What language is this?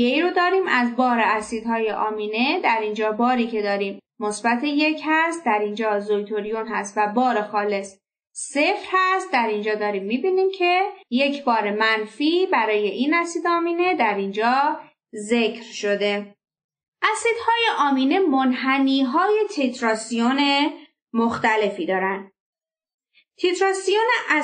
Persian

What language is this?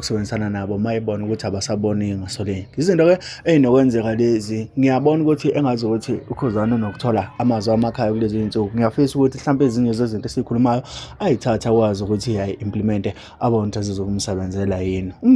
Zulu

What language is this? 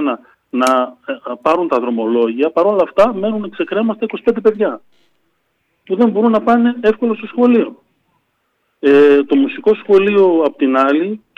Greek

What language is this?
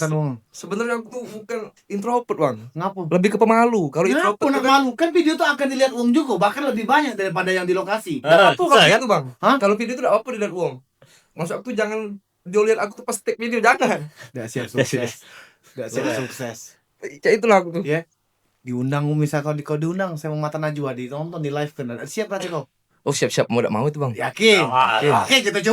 Musi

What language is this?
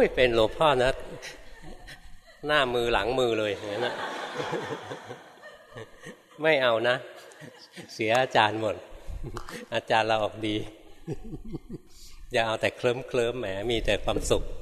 Thai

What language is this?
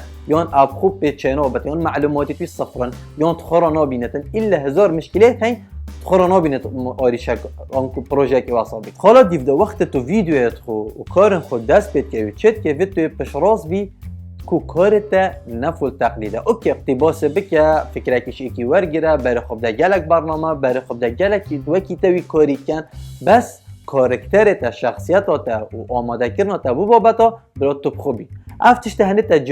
Kurdish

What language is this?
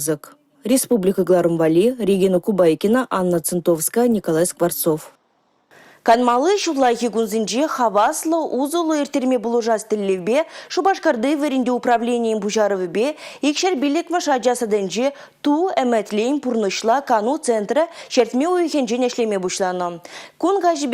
Chuvash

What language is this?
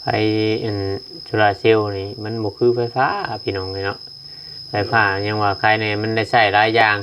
Northeastern Thai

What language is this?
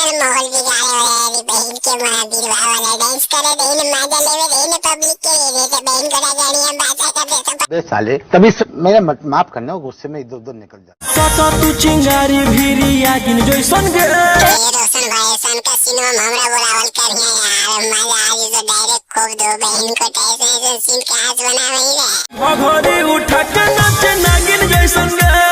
Magahi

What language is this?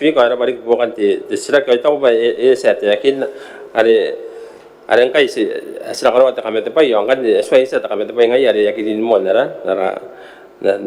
Gilbertese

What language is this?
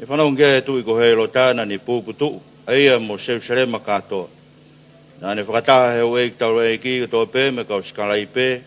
Tongan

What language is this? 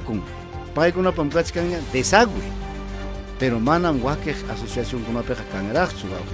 Ayacucho Quechua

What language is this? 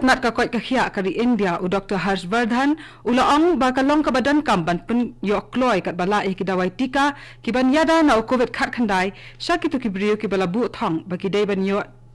Khasi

